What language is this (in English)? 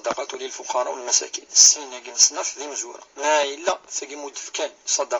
Kabyle